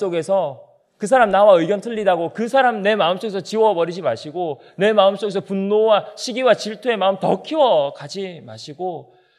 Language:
Korean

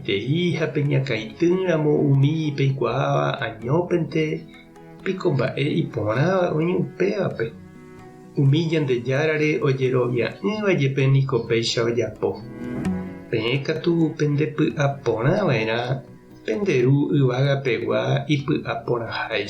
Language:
Guarani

